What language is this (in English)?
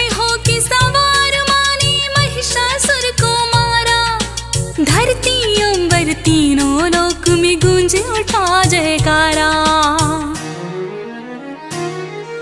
Hindi